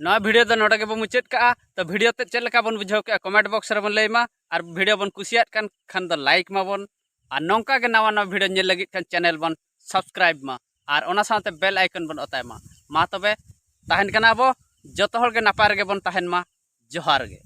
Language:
Santali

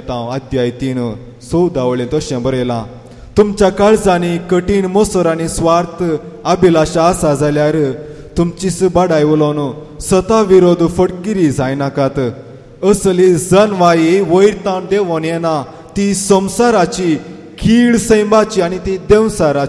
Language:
Konkani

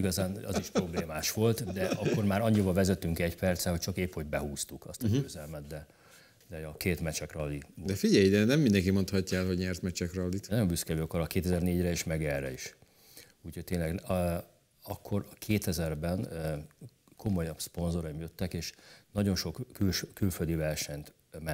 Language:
Hungarian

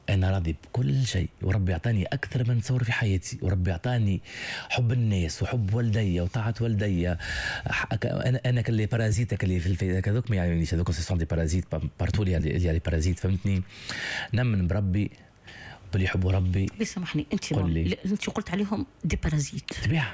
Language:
Tunisian Arabic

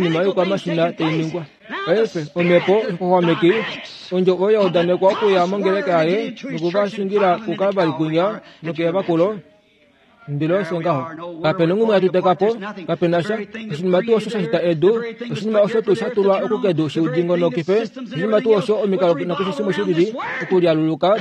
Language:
Kuanyama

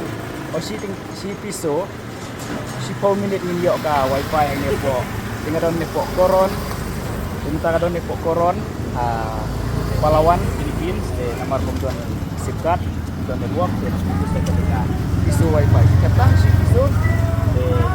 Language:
Khasi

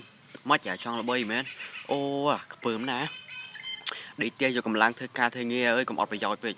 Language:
Khmer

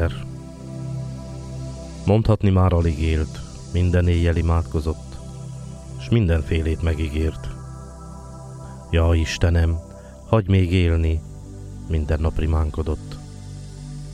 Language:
Hungarian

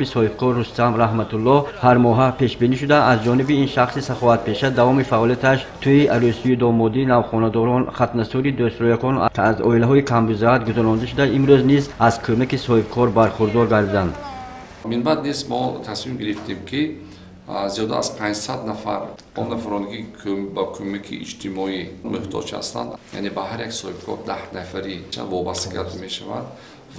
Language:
Tajik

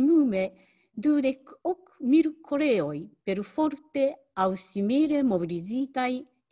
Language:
Esperanto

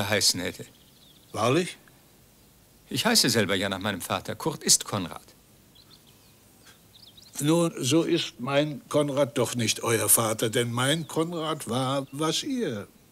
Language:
German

